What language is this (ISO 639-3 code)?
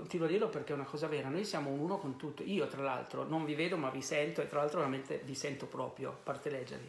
ita